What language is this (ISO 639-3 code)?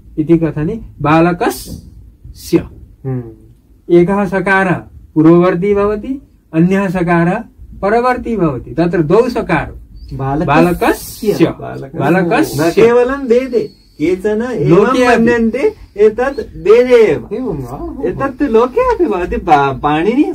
san